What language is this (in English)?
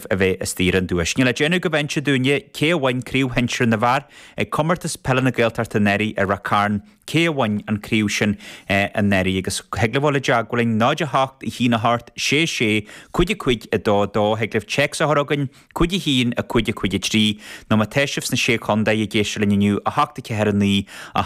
Irish